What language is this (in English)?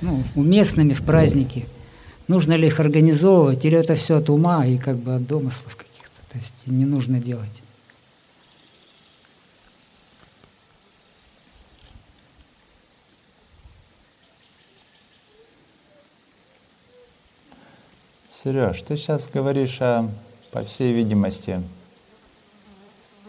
Russian